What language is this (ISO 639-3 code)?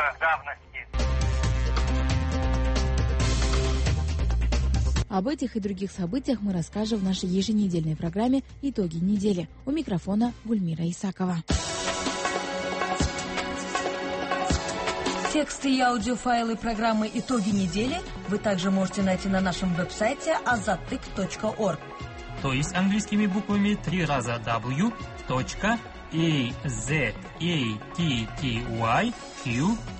kaz